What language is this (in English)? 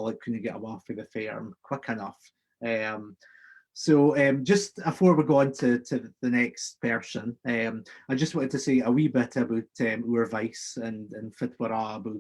Scots